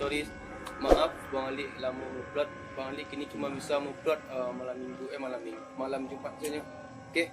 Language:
Minangkabau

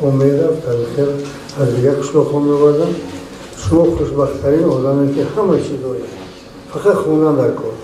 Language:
Tajik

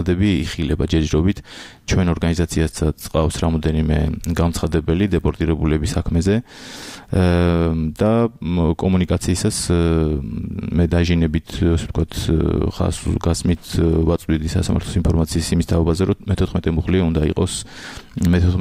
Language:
Georgian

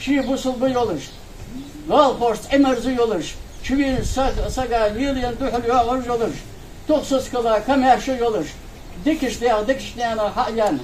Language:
Ingush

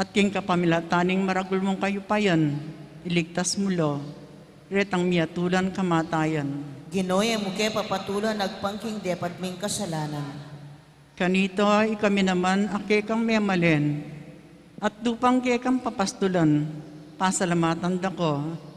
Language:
Pampanga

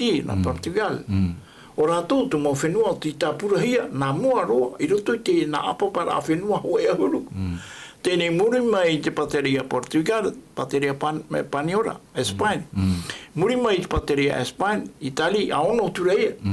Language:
Tahitian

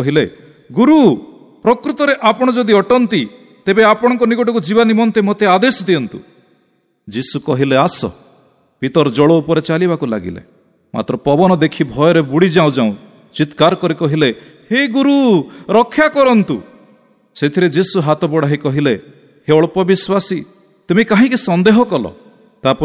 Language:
Odia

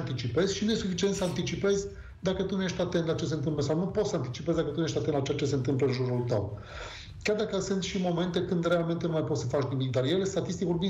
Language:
Romanian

